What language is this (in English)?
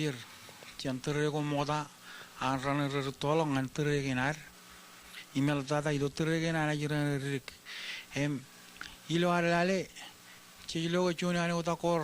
Marshallese